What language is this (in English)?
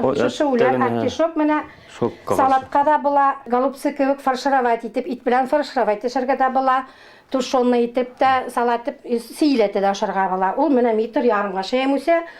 Bashkir